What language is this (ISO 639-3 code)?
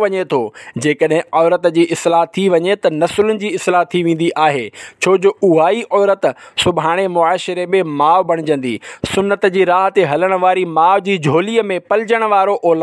snd